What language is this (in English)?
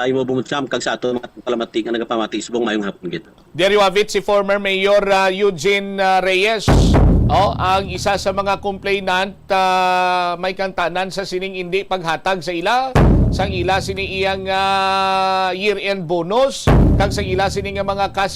Hiligaynon